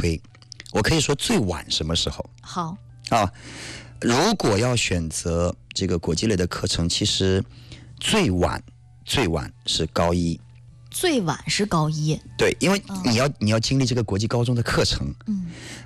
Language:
Chinese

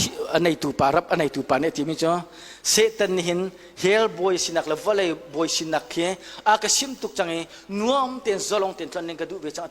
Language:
Hakha Chin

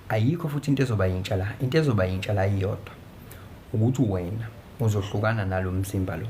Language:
Zulu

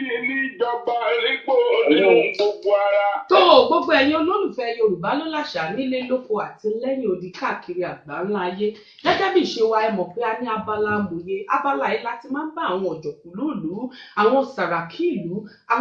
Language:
Yoruba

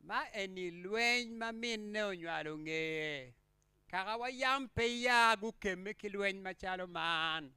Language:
Acoli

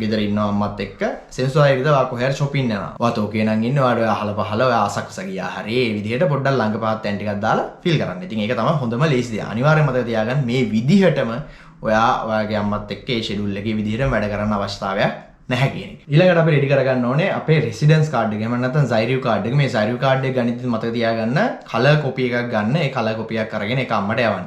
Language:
Sinhala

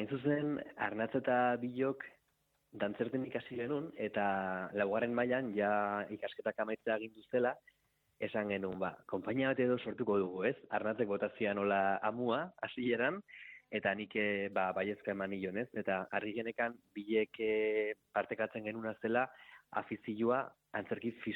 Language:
Basque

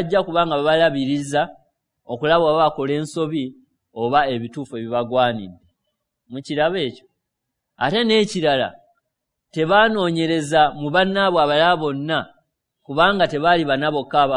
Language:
Ganda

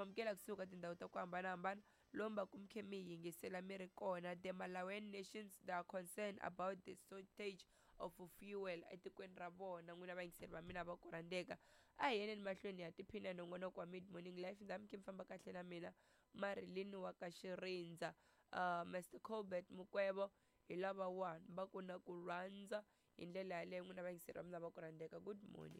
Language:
Tsonga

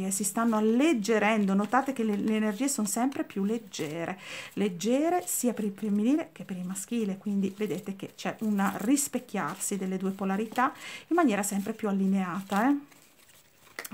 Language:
Italian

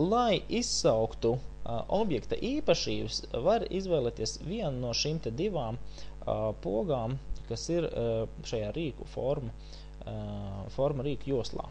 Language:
Latvian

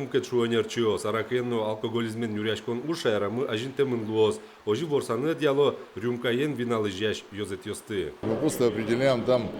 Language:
Udmurt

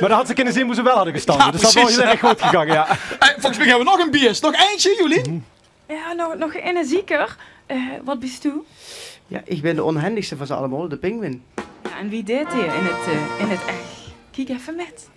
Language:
Limburgish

